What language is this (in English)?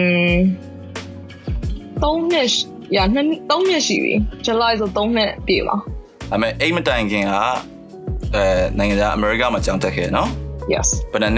Burmese